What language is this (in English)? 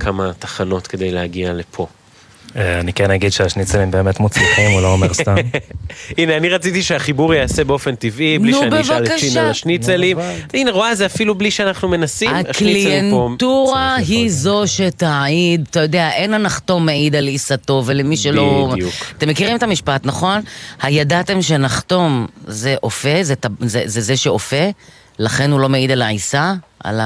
Hebrew